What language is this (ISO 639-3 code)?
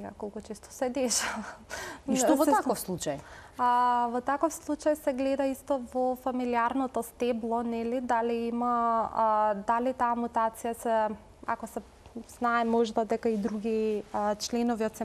mkd